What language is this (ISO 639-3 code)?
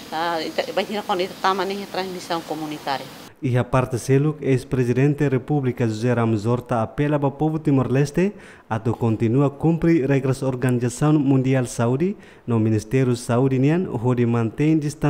tet